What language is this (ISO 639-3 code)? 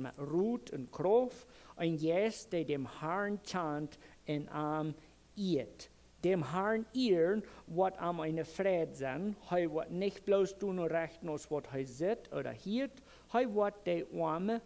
pdt